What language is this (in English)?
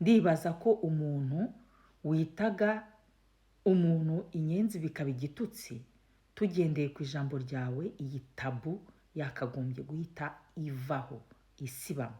Kinyarwanda